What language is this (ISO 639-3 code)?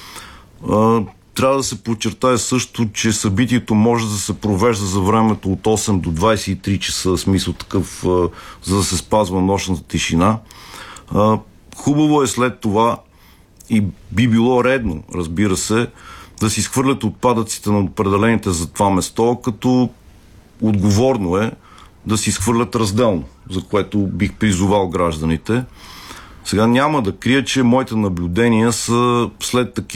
bul